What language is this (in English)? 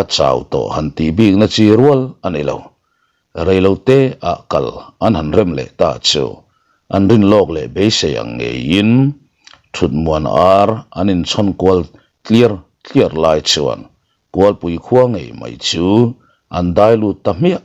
Mizo